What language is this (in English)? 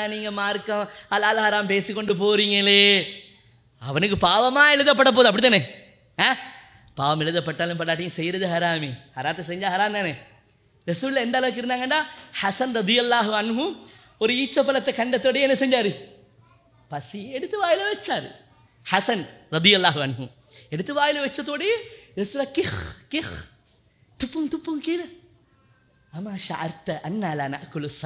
Tamil